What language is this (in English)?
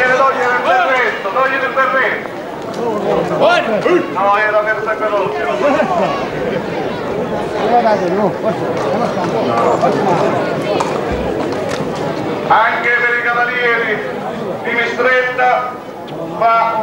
Italian